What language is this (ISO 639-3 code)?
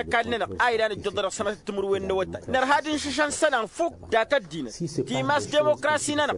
taq